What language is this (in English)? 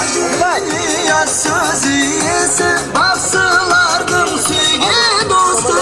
Kara-Kalpak